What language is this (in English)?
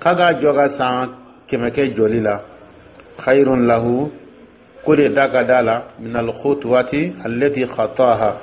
Dyula